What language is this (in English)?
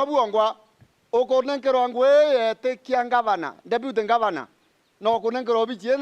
Meru